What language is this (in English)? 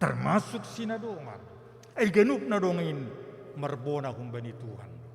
Batak Simalungun